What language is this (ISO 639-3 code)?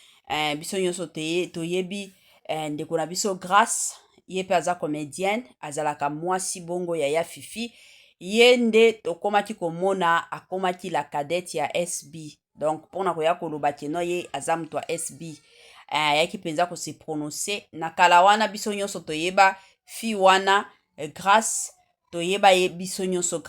lin